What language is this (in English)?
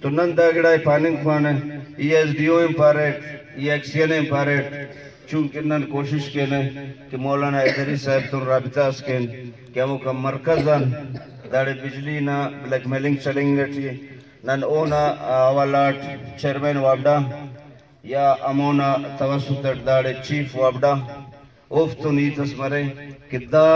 Brahui